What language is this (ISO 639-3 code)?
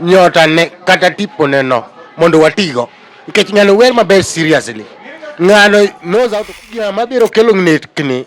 luo